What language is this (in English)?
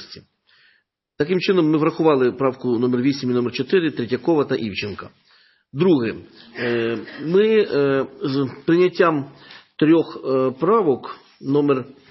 Ukrainian